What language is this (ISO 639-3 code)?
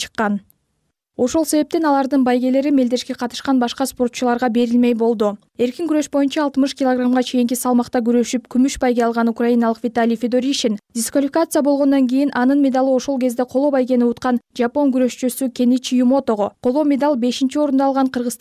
kir